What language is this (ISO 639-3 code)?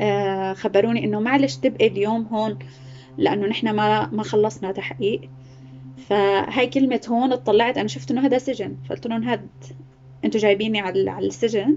apc